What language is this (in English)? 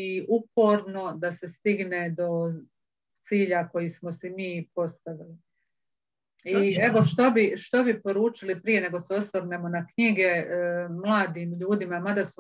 Croatian